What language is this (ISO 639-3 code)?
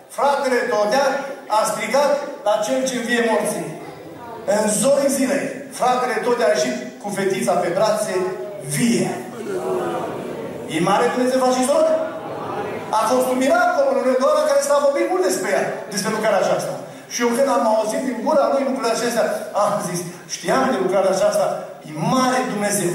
ron